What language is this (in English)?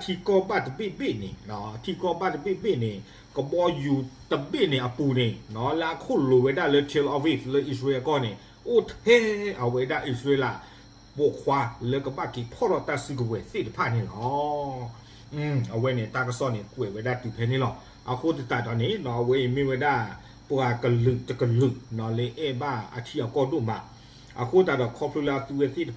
S'gaw Karen